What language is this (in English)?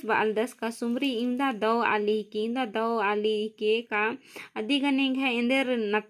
Kurukh